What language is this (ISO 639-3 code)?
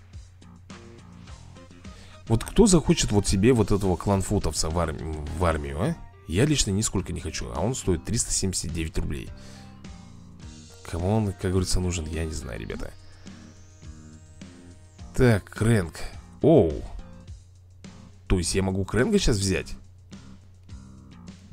rus